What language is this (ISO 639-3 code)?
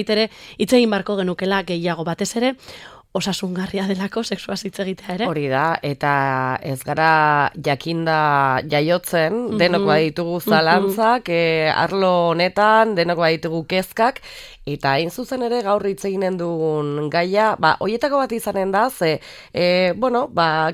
eus